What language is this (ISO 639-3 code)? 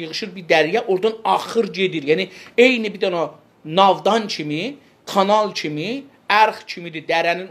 azb